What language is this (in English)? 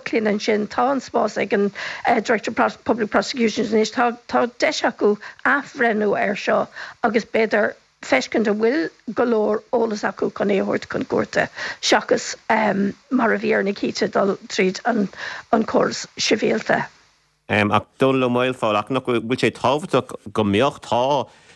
Irish